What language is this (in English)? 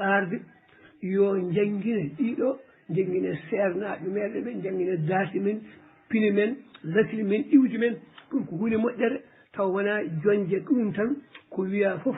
Fula